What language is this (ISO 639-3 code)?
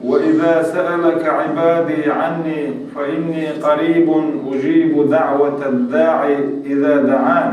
che